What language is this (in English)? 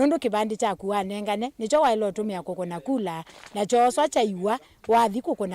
Kamba